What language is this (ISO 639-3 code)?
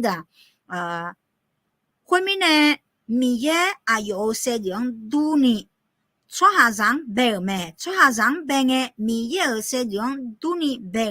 ahk